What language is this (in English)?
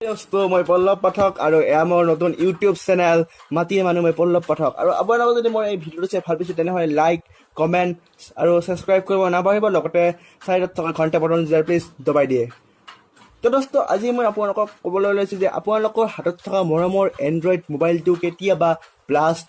Assamese